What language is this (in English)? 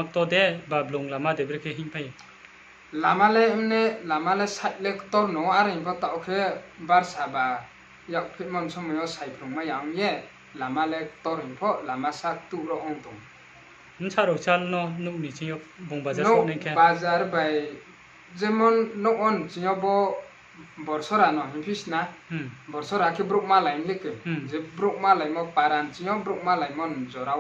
Riang (India)